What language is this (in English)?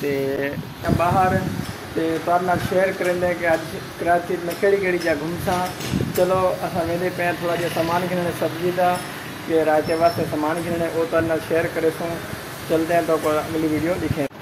Saraiki